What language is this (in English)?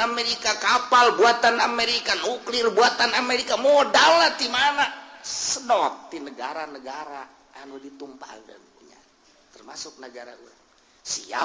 Sundanese